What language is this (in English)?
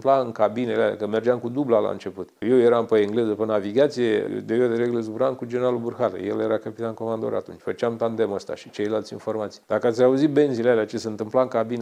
Romanian